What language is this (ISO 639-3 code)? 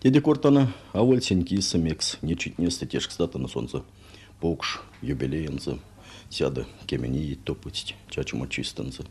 myv